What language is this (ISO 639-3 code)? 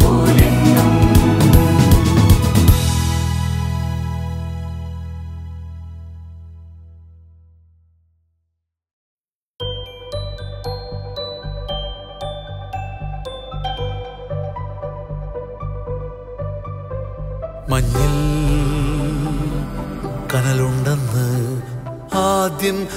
mal